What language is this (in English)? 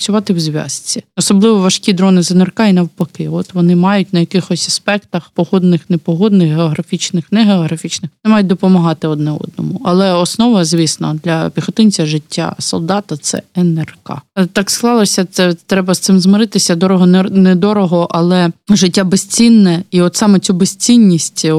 Ukrainian